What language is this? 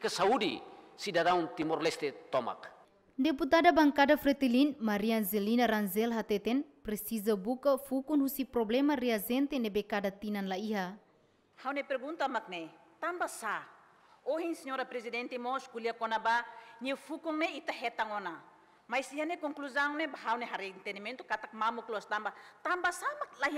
Tetum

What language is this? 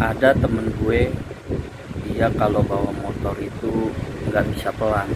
Betawi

